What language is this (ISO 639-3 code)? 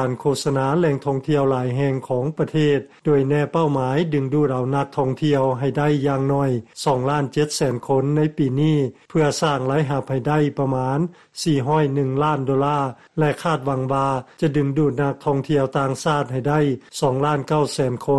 lao